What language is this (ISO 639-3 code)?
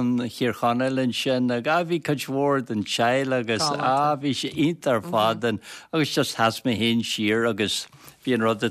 gle